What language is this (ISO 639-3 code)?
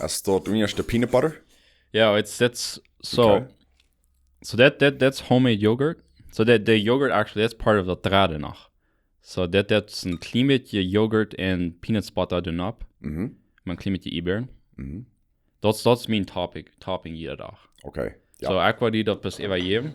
pdt